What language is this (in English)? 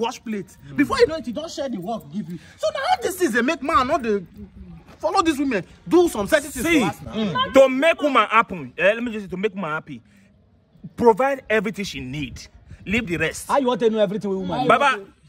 Nigerian Pidgin